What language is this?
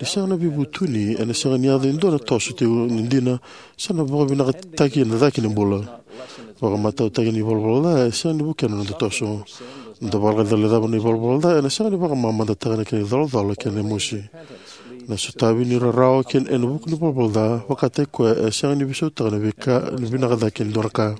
Fijian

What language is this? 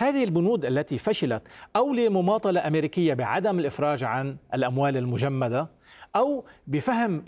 Arabic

